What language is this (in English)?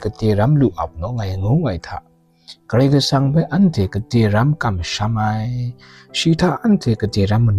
Kachin